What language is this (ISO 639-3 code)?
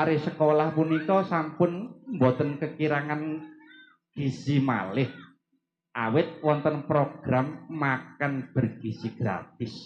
jav